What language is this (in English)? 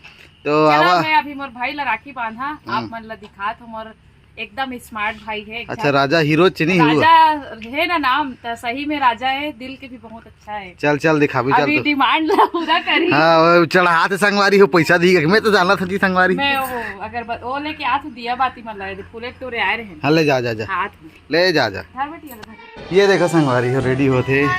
Chhattisgarhi